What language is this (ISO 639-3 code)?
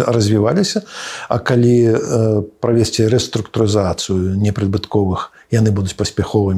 bel